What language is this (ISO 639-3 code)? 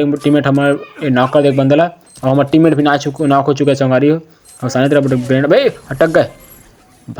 hne